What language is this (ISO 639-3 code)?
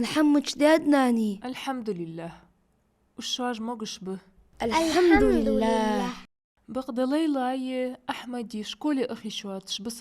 inh